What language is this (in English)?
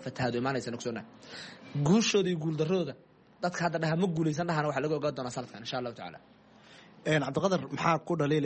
Somali